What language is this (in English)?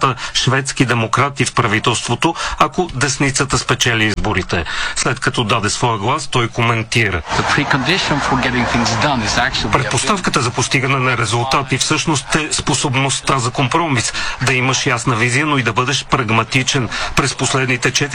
Bulgarian